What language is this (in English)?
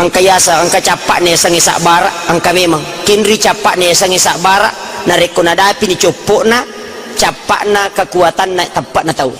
Buginese